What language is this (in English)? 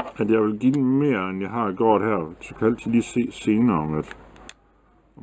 Danish